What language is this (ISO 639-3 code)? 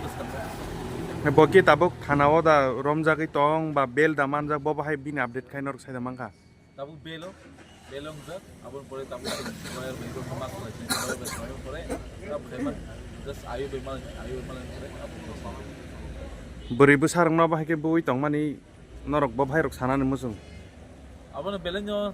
trp